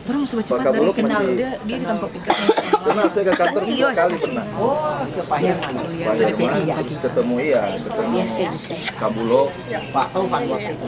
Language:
Manado Malay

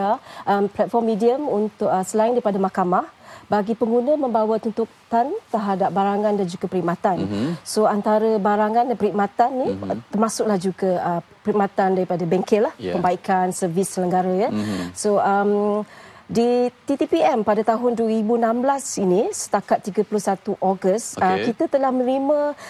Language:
Malay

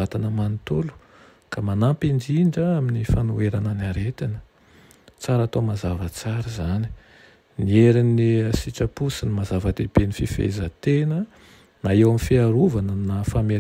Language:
Malagasy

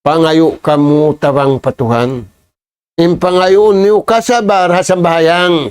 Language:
Tausug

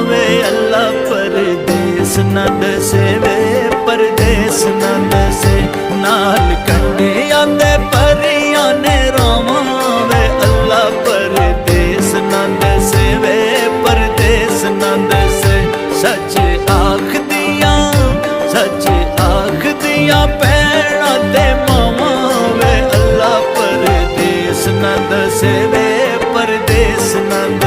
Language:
Pahari-Potwari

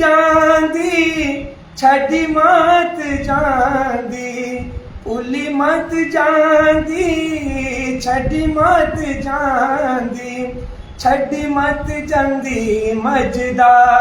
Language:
Dogri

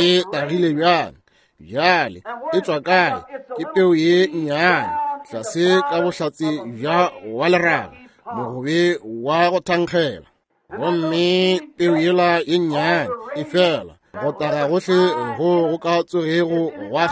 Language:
Northern Sotho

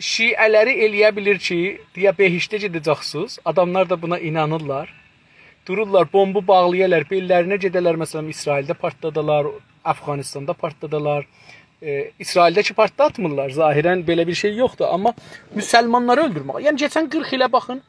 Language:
South Azerbaijani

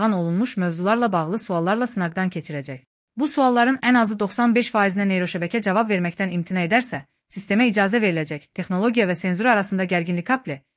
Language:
Azerbaijani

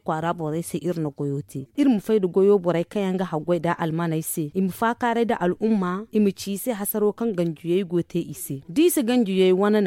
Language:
Zarma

